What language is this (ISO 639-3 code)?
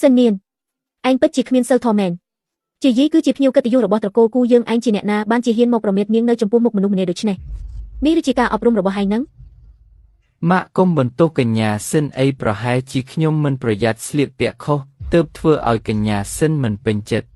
khm